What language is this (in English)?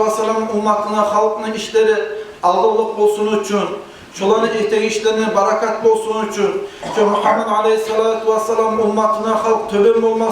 Kumyk